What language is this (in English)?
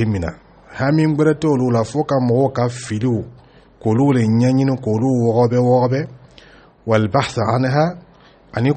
Dyula